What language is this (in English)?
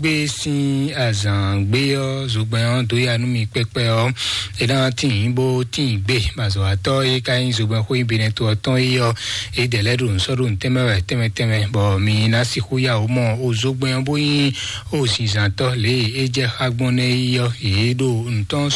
Fon